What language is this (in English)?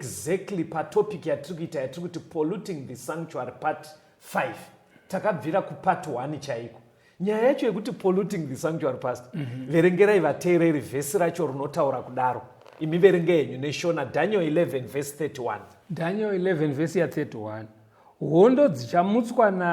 Shona